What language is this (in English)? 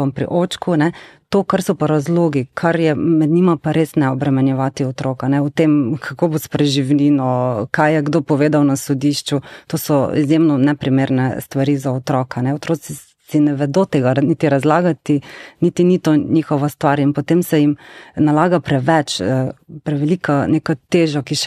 Slovenian